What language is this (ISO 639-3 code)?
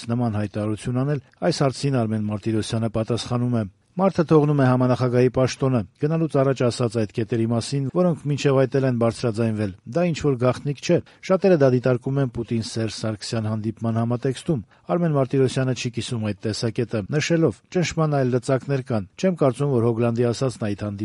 hye